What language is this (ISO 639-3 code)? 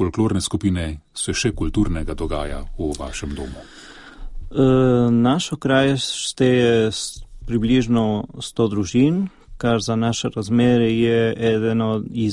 slv